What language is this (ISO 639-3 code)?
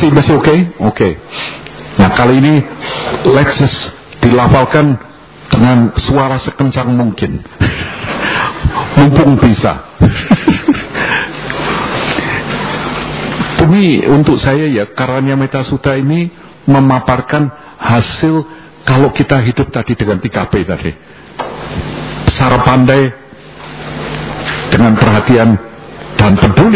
ind